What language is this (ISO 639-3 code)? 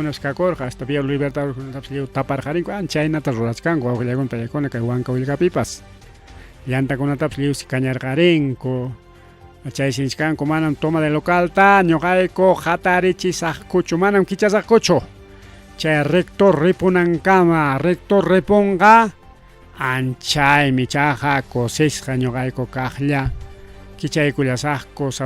quy